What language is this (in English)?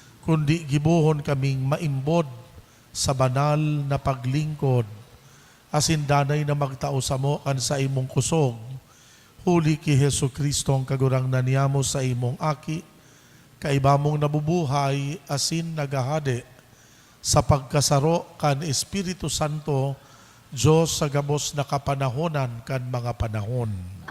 Bikol